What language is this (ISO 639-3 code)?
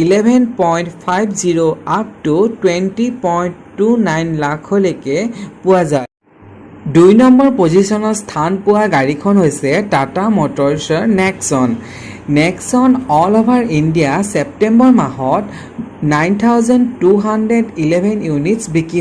asm